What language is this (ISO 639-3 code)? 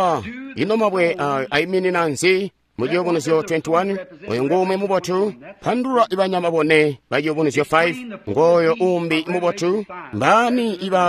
toi